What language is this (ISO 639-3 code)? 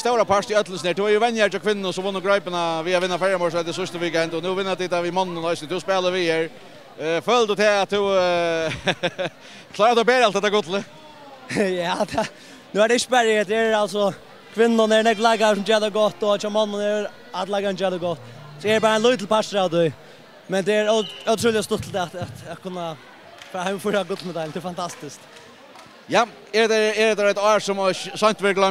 fao